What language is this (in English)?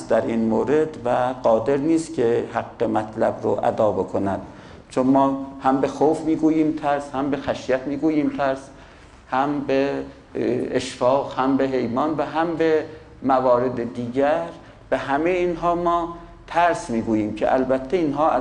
Persian